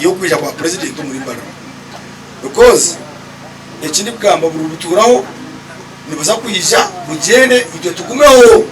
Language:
Nyankole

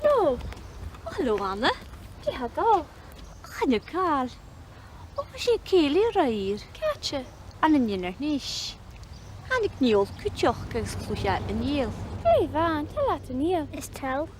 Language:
Scottish Gaelic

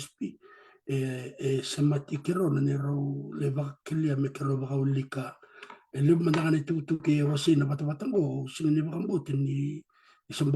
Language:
Fijian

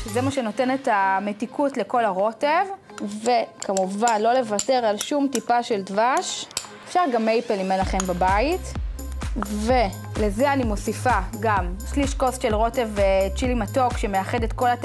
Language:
Hebrew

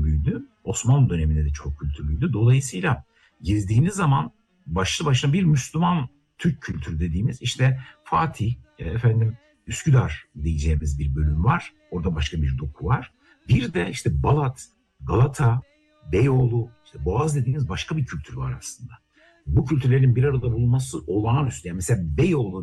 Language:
Turkish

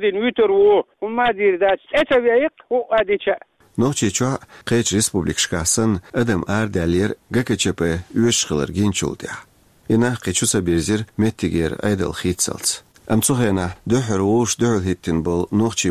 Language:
Chechen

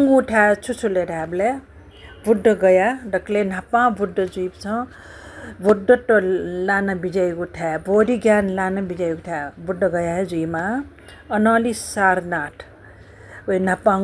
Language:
Newari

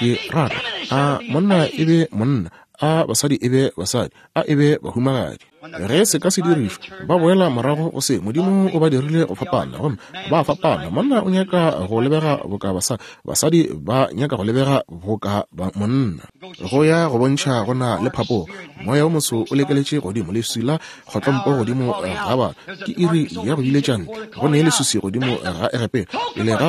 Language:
Northern Sotho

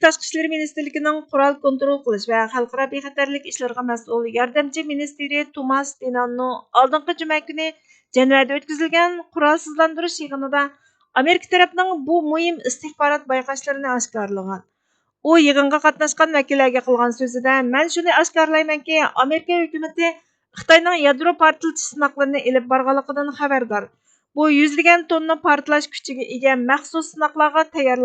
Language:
Uyghur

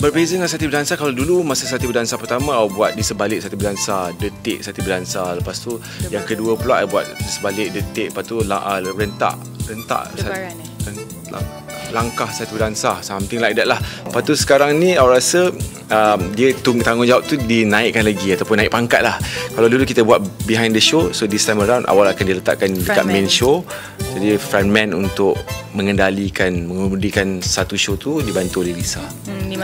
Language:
Malay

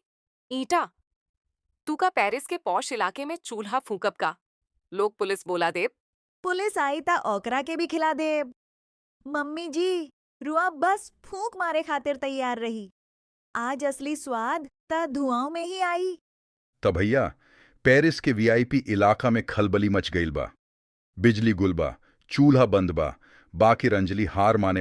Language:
Bhojpuri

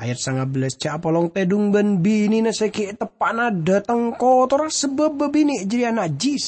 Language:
Madurese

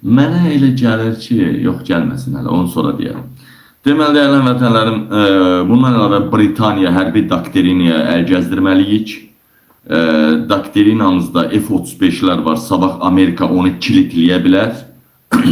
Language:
Azerbaijani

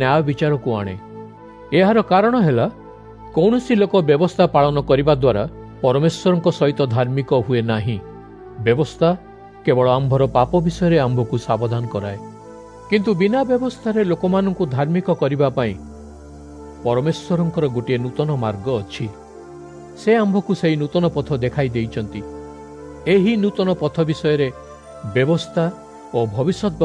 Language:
Odia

